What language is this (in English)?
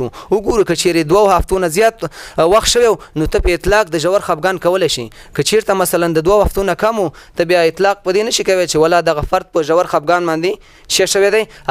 Pashto